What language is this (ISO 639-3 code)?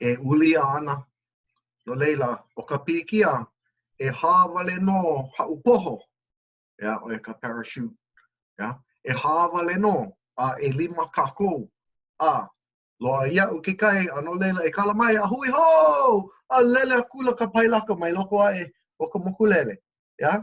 haw